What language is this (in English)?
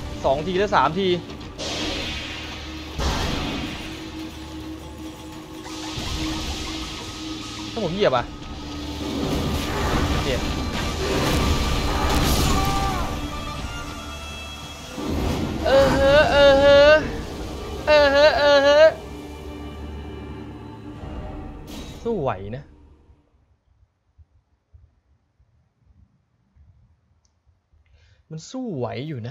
Thai